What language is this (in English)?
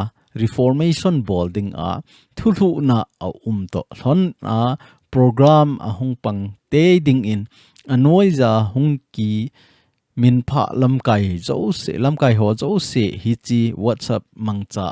Thado Chin